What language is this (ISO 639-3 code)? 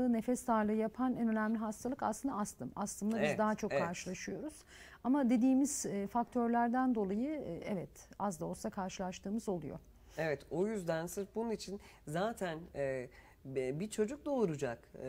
tur